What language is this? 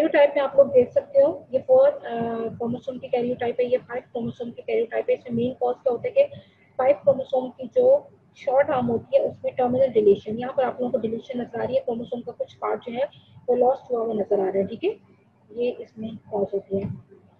Hindi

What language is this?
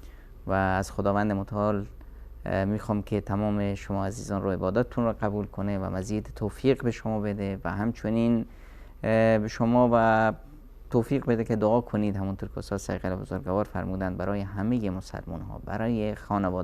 Persian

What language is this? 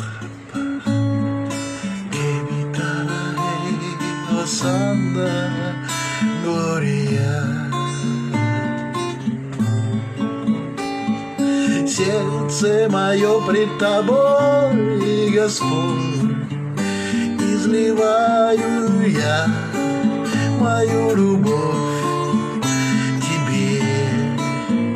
Russian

